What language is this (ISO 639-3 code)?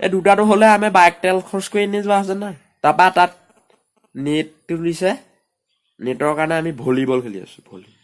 asm